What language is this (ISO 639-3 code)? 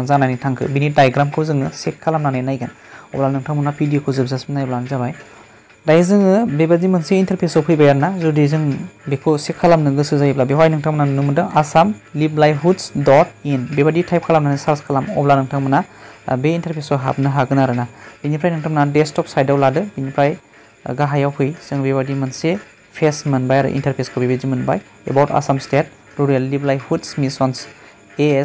brx